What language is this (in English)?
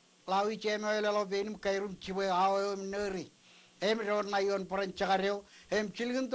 Marshallese